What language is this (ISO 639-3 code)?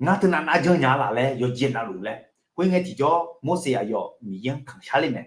ahk